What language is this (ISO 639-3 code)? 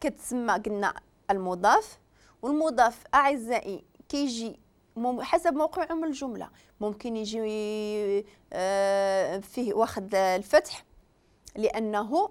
ary